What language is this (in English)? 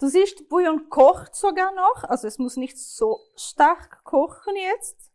Swiss German